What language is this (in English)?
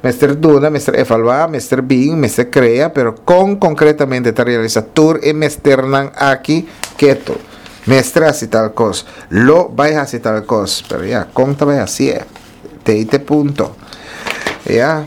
Papiamento